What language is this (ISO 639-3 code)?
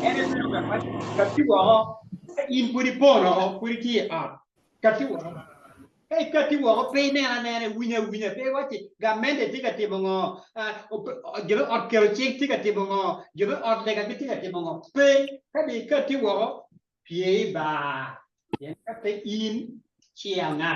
ach